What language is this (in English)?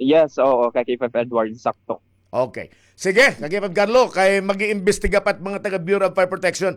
Waray